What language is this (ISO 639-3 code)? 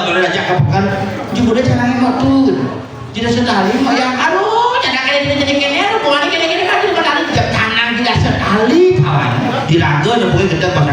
ban